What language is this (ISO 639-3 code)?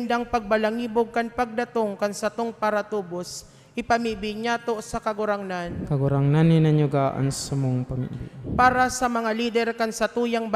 bik